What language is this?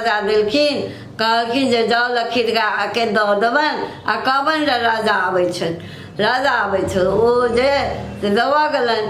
Maithili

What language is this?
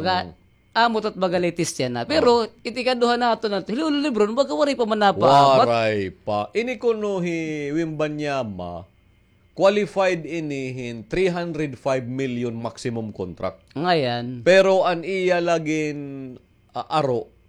Waray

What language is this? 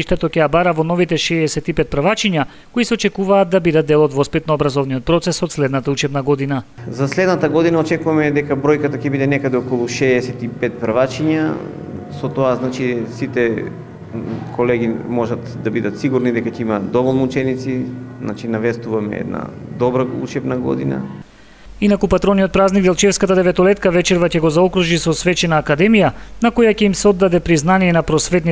Macedonian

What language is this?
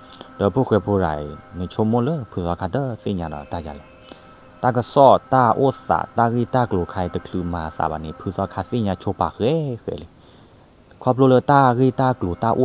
S'gaw Karen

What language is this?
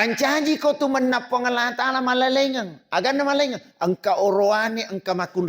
Buginese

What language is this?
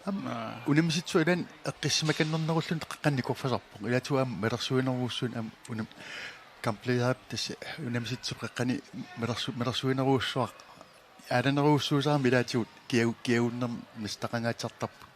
Kalaallisut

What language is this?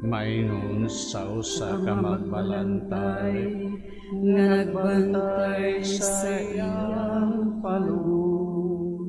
Cebuano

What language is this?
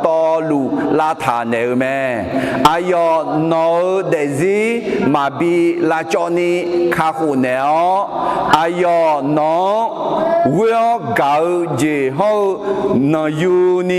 Akha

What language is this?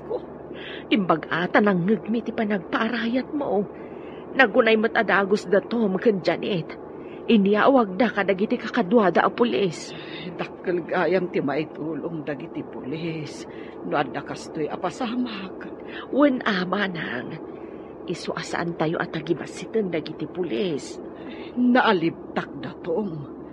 Iloko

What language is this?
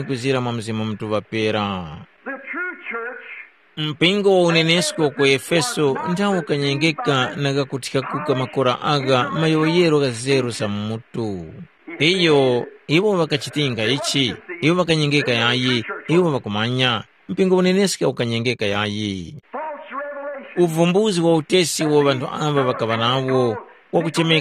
Tumbuka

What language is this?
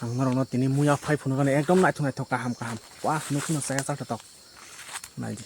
Kok Borok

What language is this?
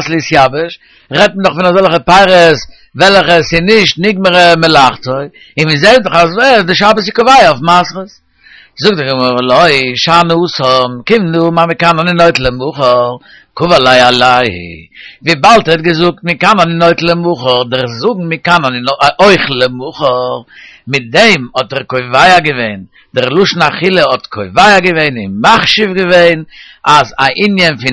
Yiddish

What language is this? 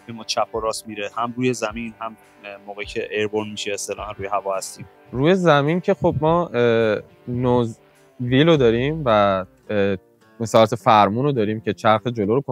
Persian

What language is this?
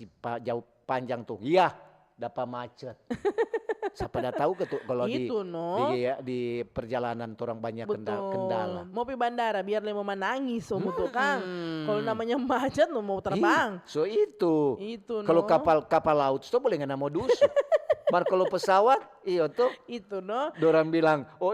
Manado Malay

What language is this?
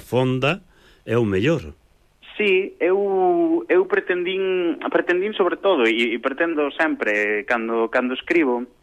Galician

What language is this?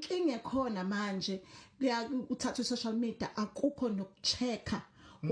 Zulu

